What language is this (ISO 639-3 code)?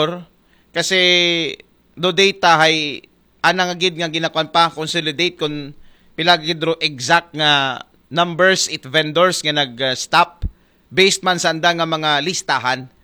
akl